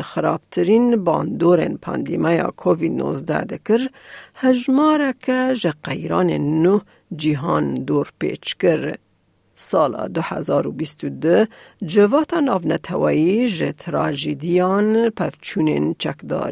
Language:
Kurdish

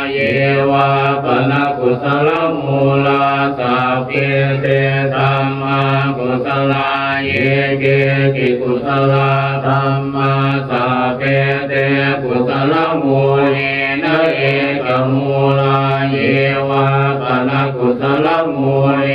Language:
Pali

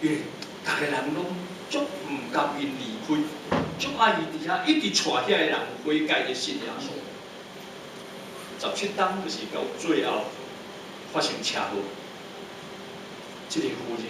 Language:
Min Nan Chinese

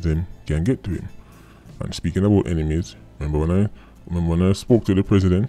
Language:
Jamaican Creole English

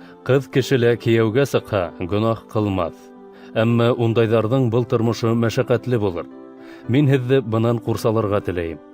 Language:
Bashkir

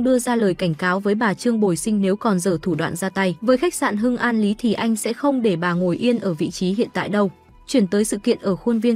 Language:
Vietnamese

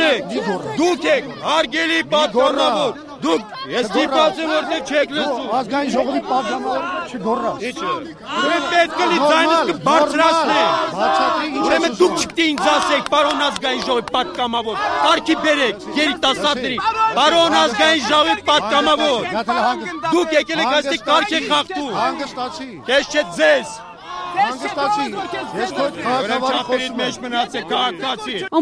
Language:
Armenian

